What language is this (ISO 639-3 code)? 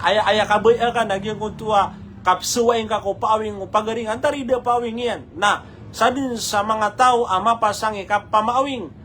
mrw